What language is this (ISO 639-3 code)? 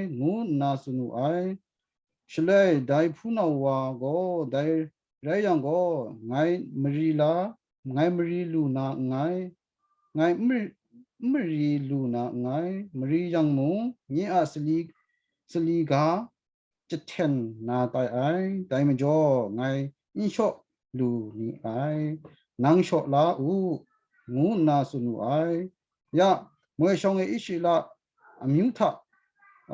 kac